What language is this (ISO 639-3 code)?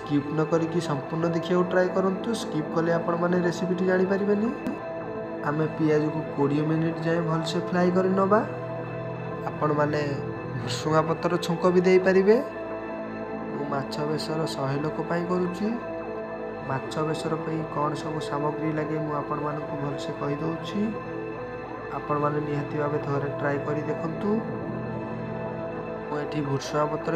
ori